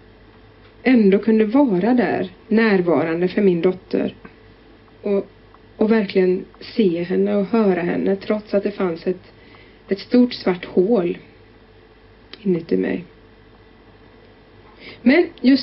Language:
Swedish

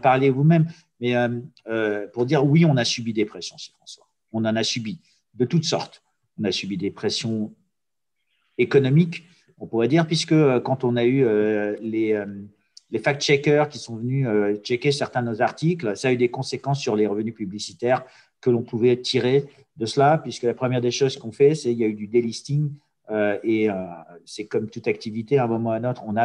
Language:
French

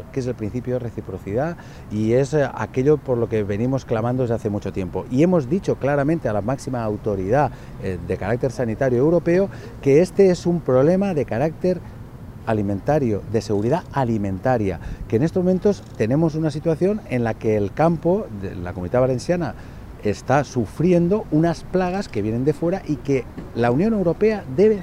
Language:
Spanish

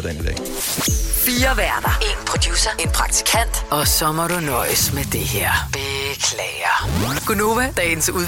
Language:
Danish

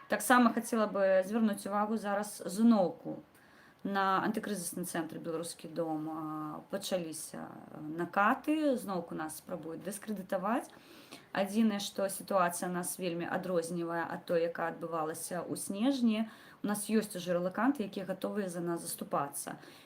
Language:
Belarusian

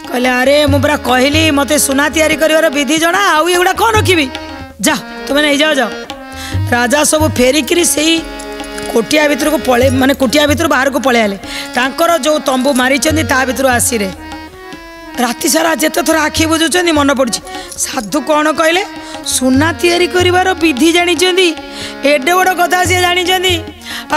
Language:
Odia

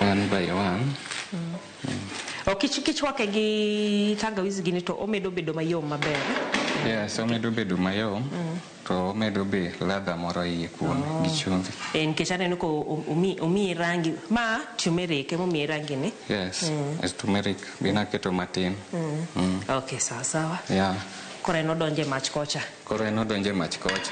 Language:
Luo (Kenya and Tanzania)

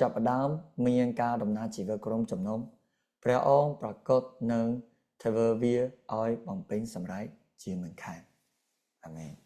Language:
Khmer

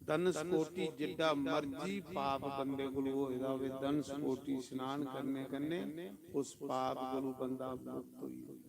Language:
Dogri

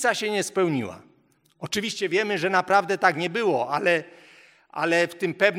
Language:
Polish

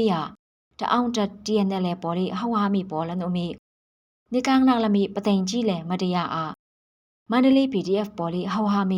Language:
Falam Chin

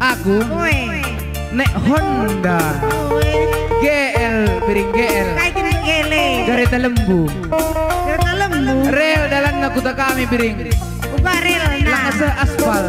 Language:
Batak Karo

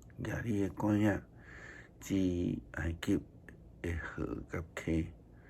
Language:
Min Nan Chinese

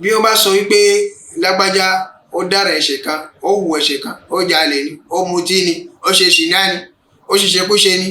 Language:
Yoruba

